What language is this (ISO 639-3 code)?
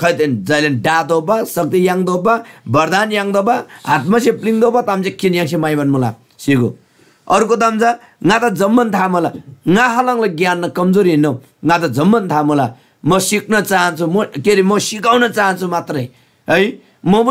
taj